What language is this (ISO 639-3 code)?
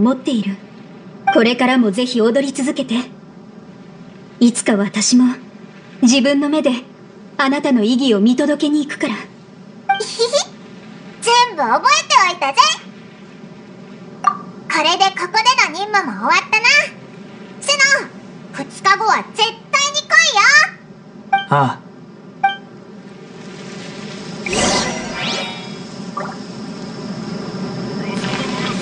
jpn